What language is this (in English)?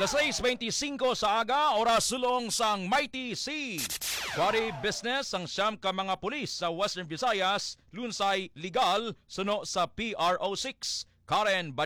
Hiligaynon